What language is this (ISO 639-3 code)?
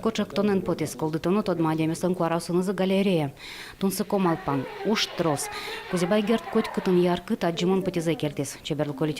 udm